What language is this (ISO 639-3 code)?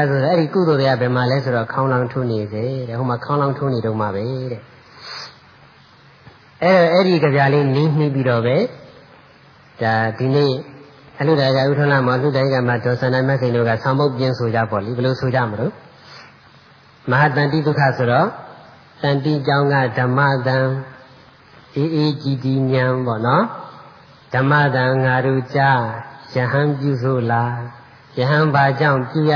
mya